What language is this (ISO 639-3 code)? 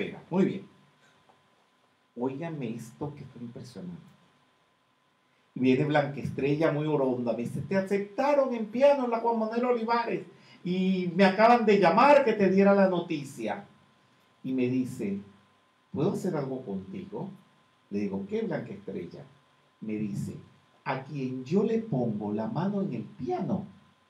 spa